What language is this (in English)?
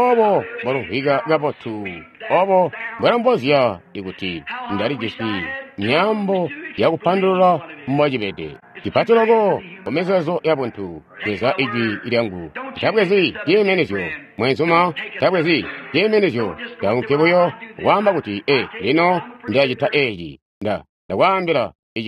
Tonga (Zambia)